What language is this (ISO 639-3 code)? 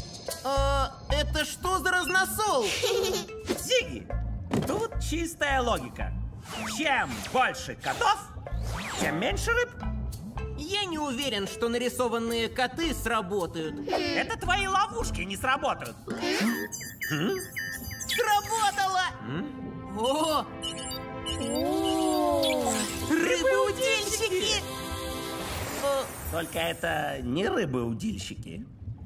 rus